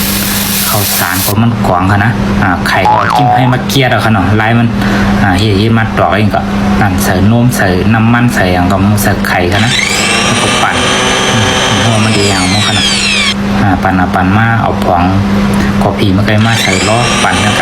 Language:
Shan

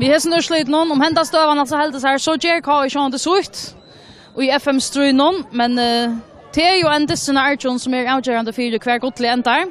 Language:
Faroese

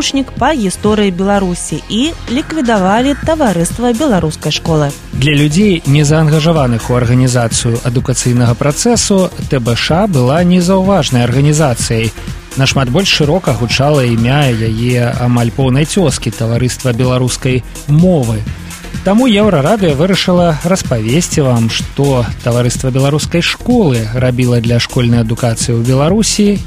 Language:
Belarusian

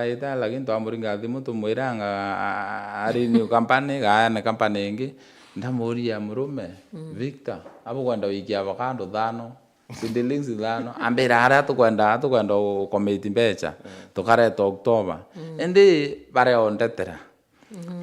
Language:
Meru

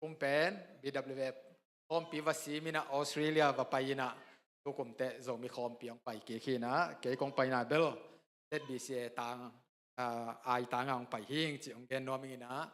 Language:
Tedim Chin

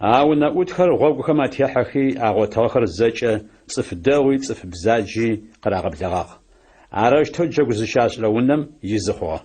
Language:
Adyghe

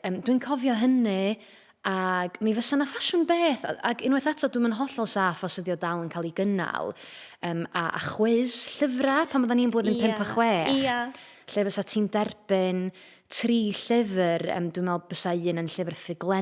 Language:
Welsh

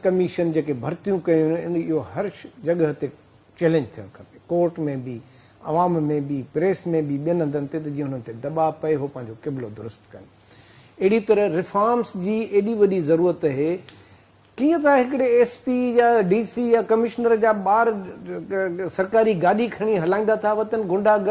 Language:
Sindhi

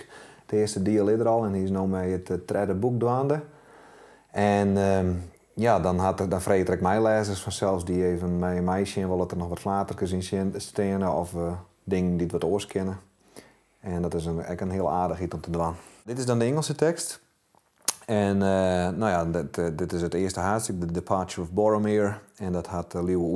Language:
Western Frisian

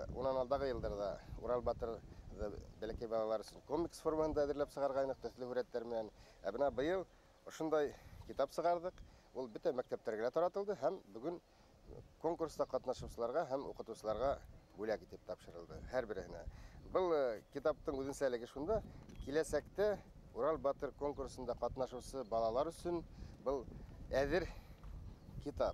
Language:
Bashkir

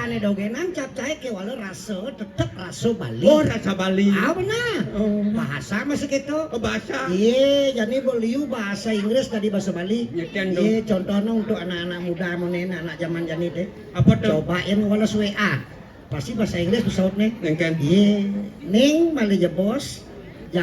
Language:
Balinese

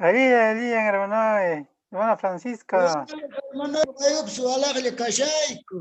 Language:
Quechua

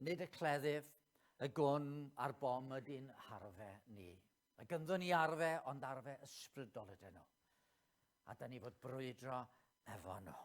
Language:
Welsh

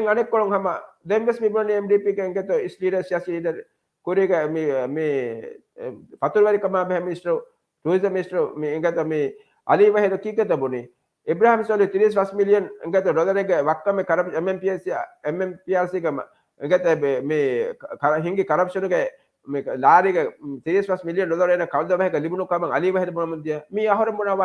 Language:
Divehi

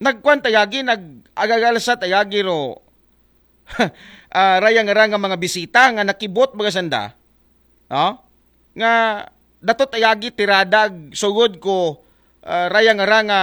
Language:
Aklanon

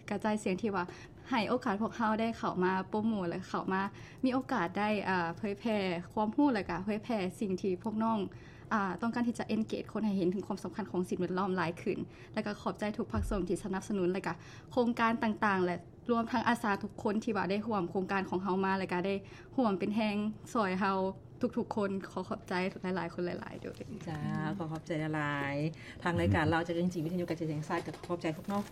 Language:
Lao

